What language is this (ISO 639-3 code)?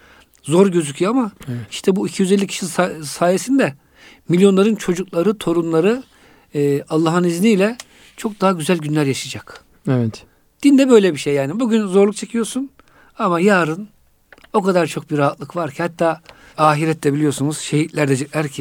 tur